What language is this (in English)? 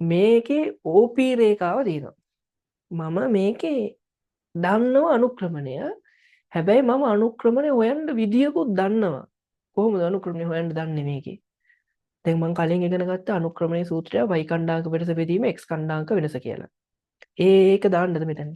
Sinhala